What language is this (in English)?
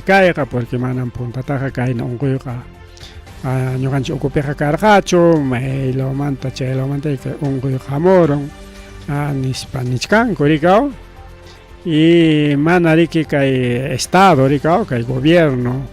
Ayacucho Quechua